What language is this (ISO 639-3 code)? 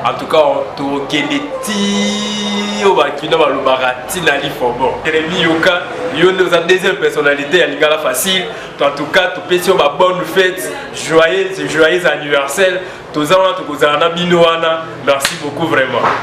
lin